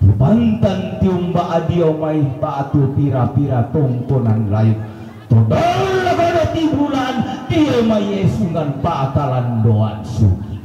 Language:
Toraja-Sa'dan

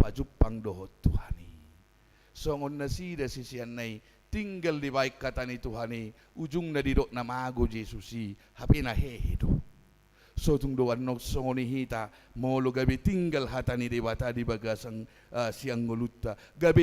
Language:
Batak Toba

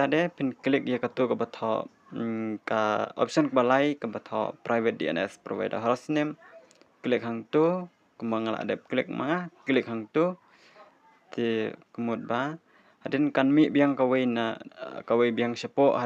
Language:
Khasi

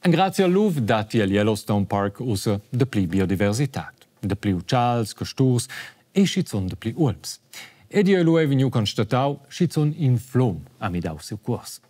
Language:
Romansh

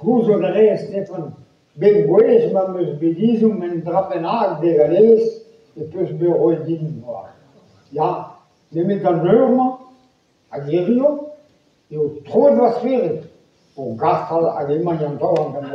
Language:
Breton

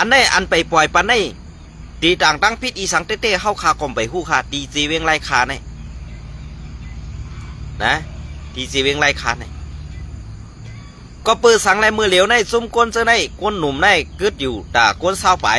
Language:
Shan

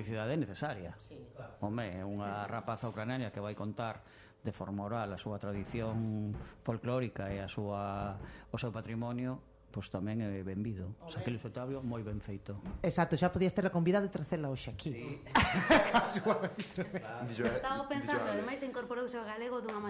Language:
Galician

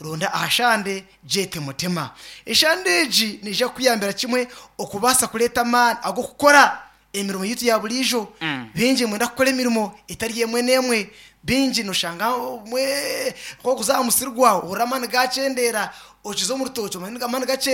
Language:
Nyankole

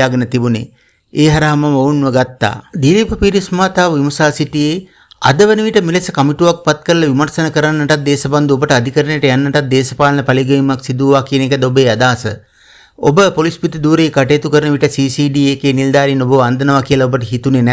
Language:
Sinhala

